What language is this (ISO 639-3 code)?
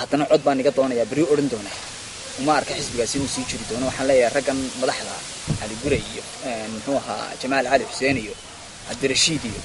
som